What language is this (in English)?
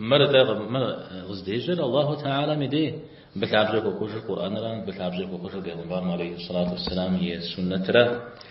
Kabardian